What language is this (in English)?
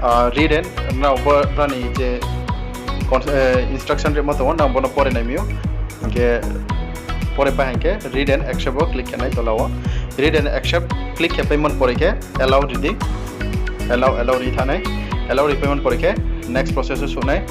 Riang (India)